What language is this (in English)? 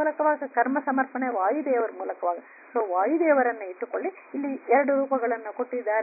Kannada